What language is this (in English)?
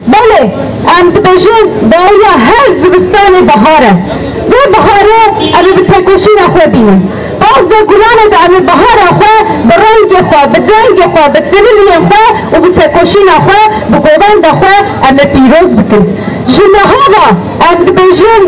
Kurdish